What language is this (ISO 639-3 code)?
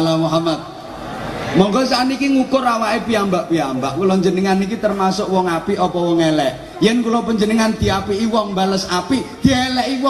jav